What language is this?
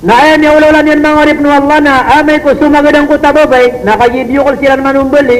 Maranao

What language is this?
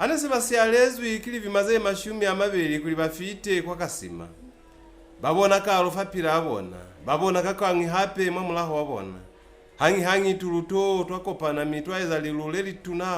Lozi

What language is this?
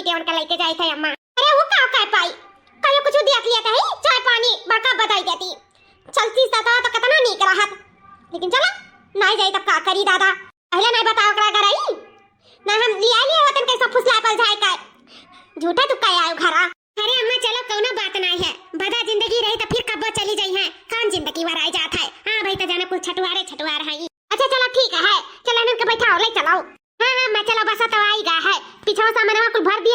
Awadhi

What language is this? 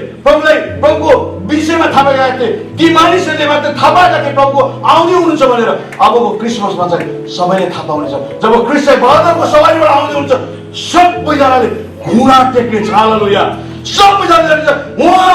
Nepali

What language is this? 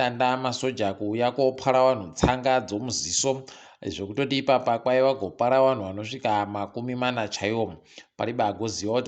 Ndau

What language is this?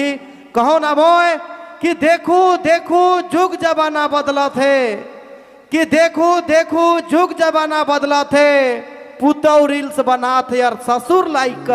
Sadri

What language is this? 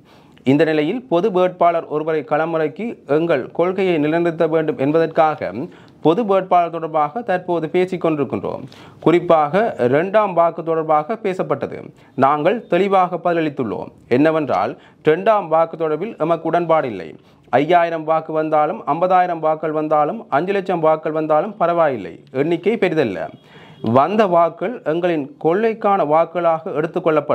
Tamil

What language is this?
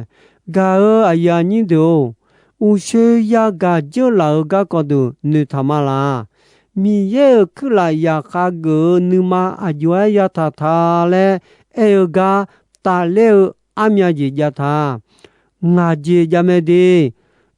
Akha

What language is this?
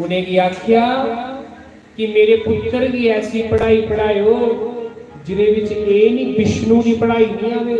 Dogri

